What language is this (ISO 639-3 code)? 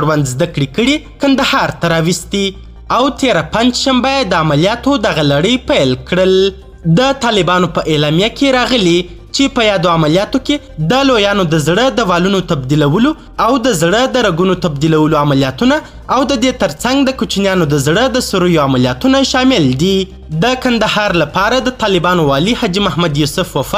pus